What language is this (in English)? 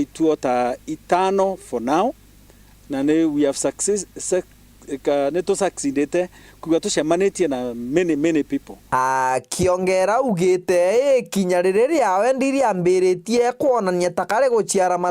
Meru